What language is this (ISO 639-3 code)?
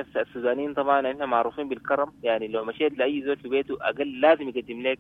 apd